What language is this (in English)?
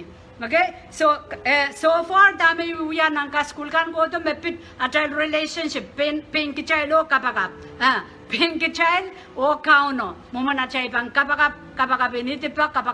Pohnpeian